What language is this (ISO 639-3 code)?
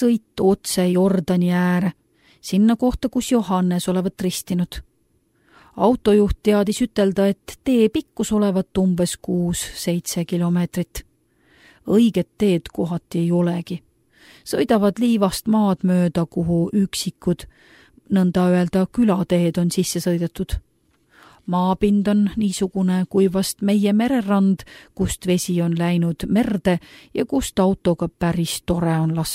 est